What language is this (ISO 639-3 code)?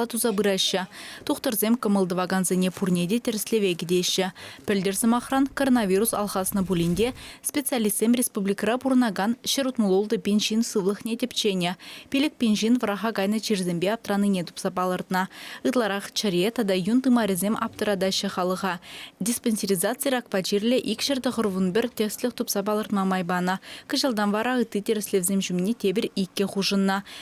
chv